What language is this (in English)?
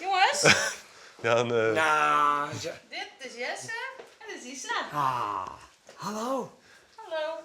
Western Frisian